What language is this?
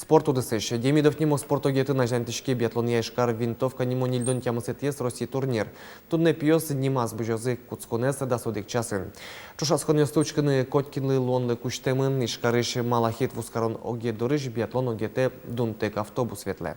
Udmurt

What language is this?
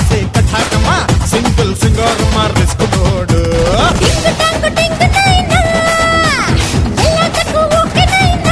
Kannada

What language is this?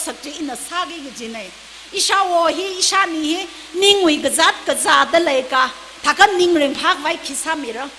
Tangkhul Naga (India)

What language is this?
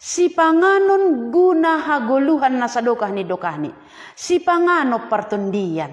Batak Simalungun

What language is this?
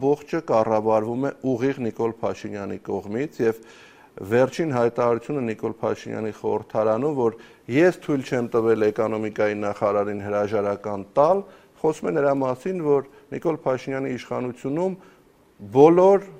Armenian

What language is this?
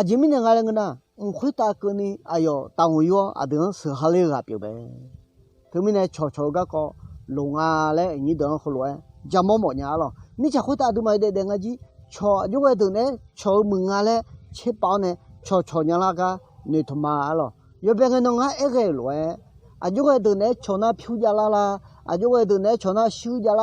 Akha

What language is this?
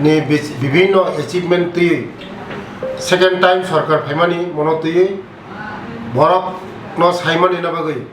Kok Borok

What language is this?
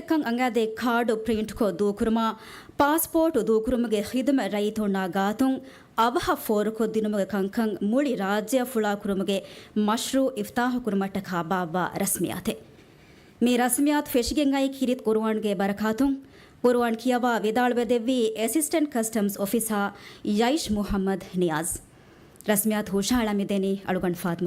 Divehi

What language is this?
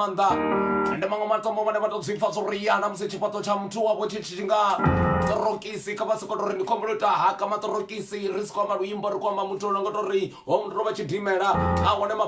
Venda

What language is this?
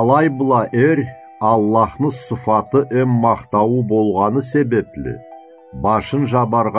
Karachay-Balkar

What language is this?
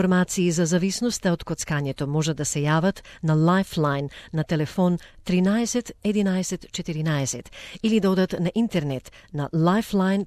Macedonian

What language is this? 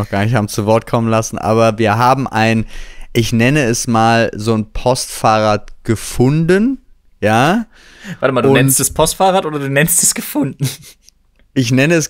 German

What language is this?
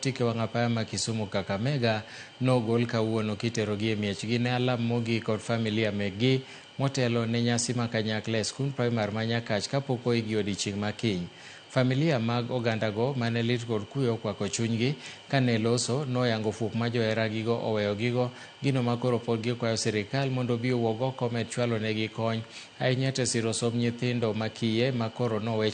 Luo (Kenya and Tanzania)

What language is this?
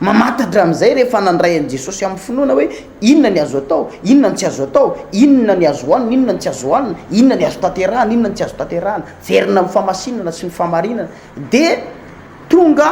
Malagasy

